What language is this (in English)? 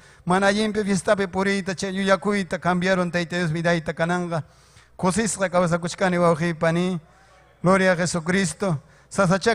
Ayacucho Quechua